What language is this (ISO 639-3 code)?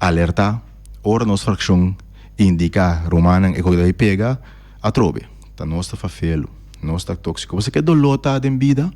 pap